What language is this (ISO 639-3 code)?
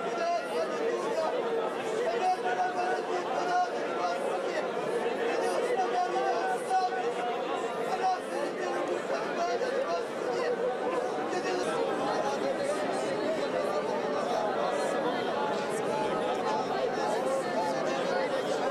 ukr